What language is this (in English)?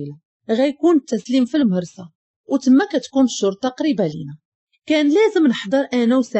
Moroccan Arabic